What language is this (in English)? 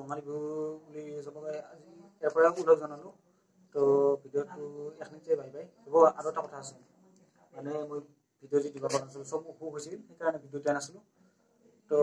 Assamese